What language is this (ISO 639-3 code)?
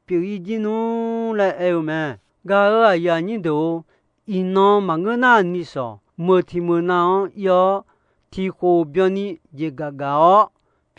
ahk